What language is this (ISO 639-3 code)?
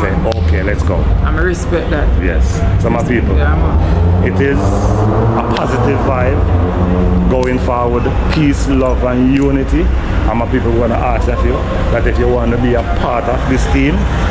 jam